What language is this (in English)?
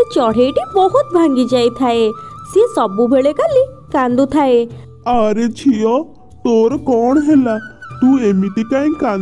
Odia